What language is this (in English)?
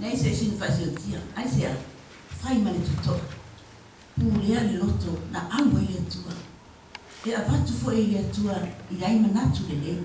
Samoan